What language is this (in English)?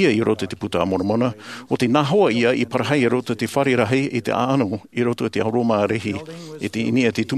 Tahitian